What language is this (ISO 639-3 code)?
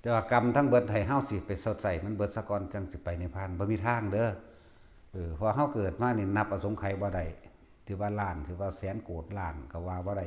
tts